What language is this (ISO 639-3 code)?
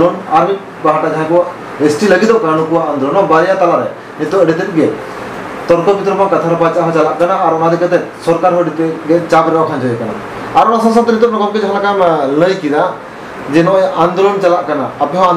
sat